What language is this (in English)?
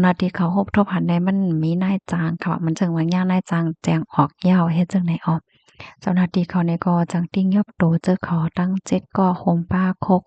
Shan